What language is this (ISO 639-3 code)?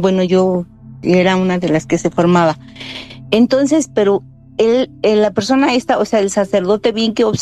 spa